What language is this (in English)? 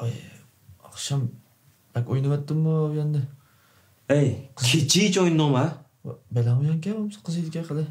Uyghur